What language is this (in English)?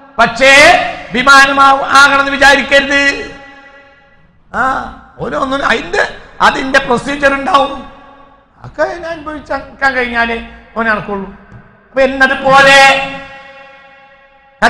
Malayalam